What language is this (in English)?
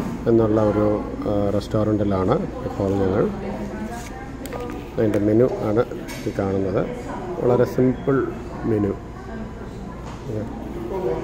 Malayalam